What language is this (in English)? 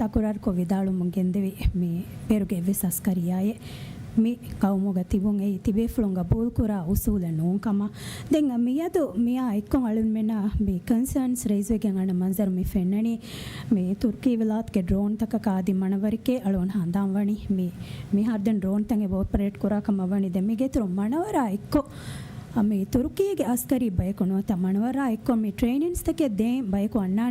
Divehi